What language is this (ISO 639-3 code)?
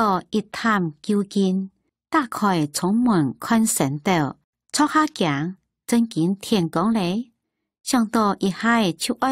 hak